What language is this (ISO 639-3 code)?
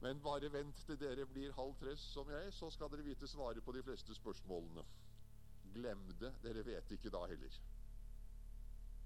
nor